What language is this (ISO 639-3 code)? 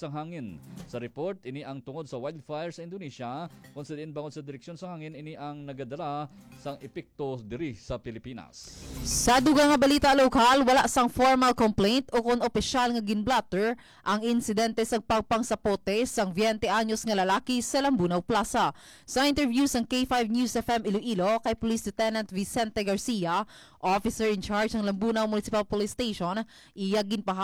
hil